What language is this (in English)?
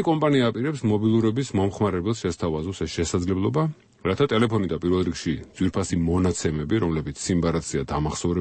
Georgian